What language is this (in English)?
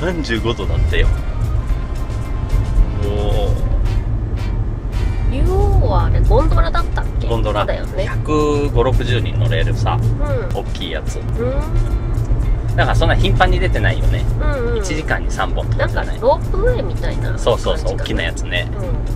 Japanese